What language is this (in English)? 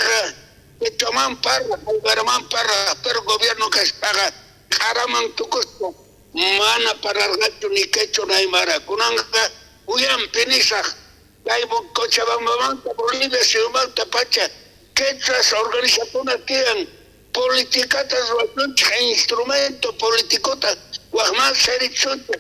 South Bolivian Quechua